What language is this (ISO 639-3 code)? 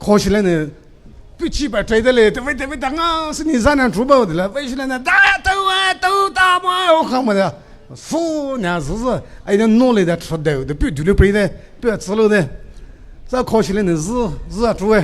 pmx